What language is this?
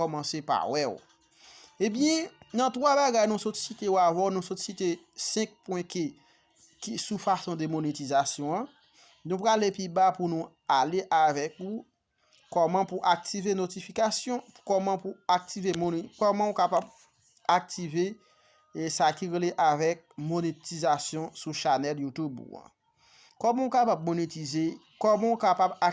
Haitian Creole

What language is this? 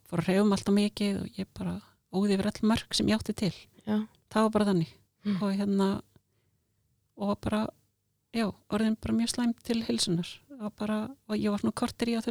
Icelandic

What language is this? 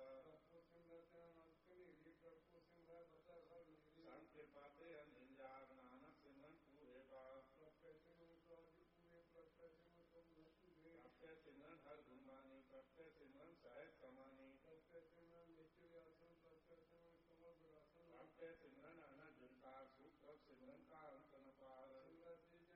Punjabi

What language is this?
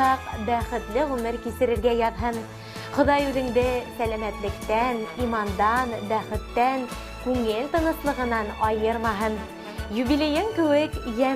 Bashkir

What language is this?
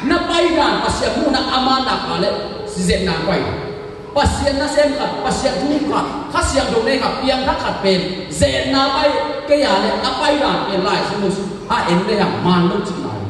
Tedim Chin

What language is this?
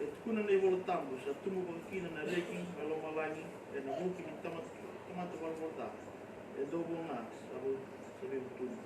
Fijian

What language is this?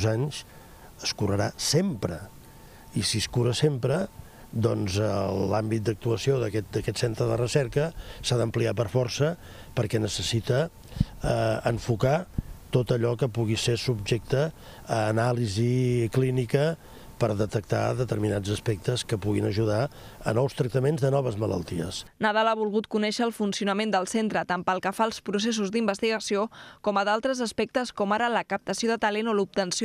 Catalan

